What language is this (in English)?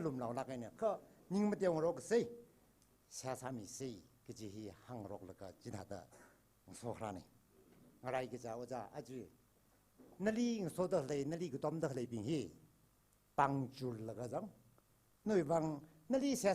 Tangkhul Naga (India)